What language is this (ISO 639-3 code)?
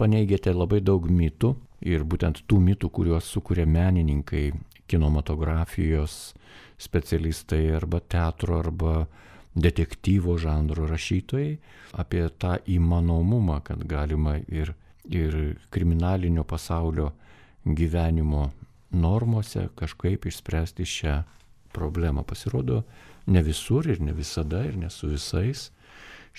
lit